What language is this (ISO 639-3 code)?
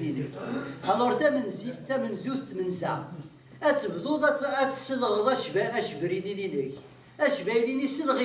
kab